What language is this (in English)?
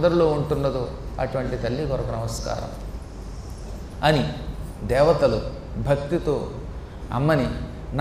Telugu